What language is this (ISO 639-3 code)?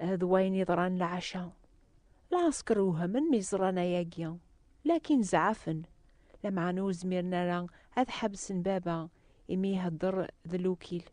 kab